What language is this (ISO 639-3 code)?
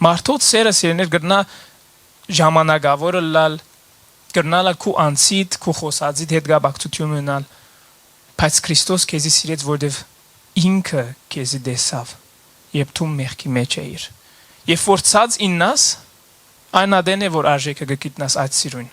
hyw